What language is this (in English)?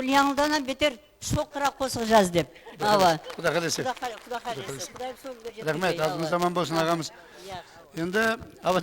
Kara-Kalpak